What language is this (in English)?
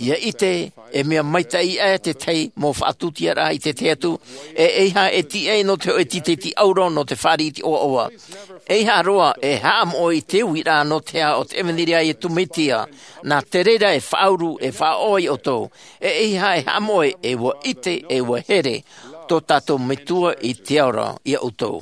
Tahitian